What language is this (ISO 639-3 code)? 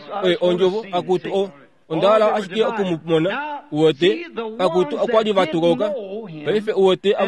kua